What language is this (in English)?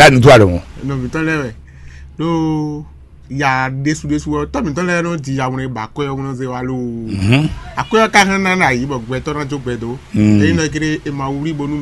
Fon